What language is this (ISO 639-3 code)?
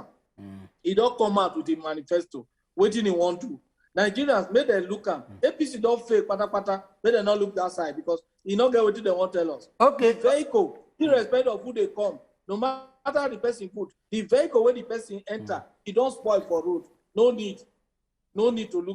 pcm